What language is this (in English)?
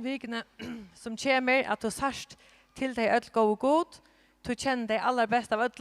Faroese